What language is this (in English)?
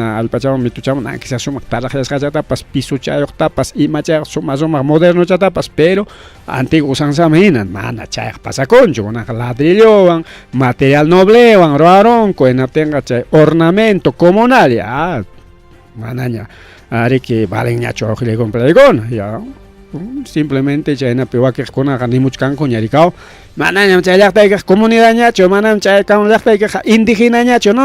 Ayacucho Quechua